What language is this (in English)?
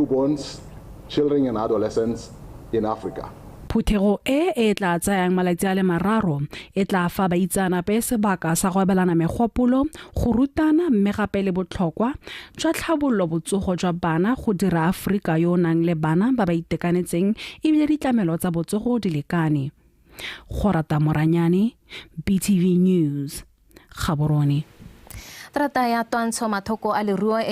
Tswana